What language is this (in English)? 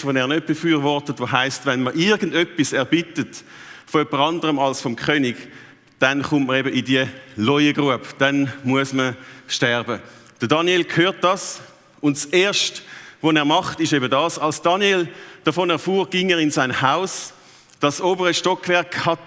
Swiss German